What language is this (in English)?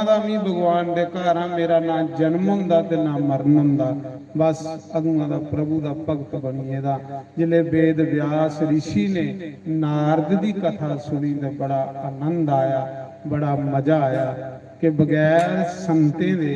Dogri